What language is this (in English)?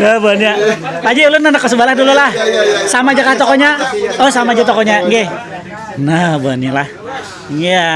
Banjar